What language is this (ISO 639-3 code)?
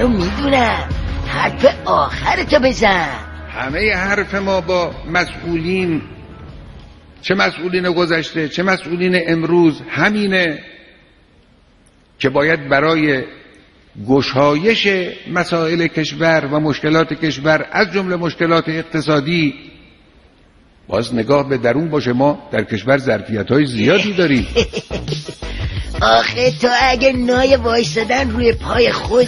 fas